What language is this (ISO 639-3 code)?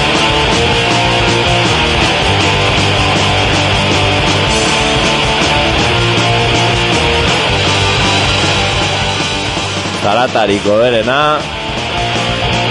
eus